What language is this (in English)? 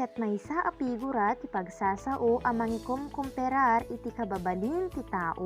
Iloko